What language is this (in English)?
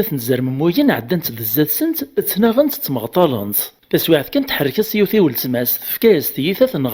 Kabyle